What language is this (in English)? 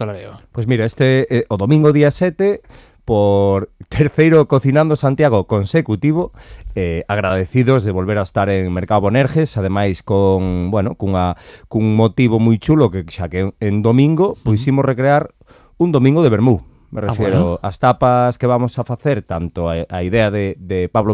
Galician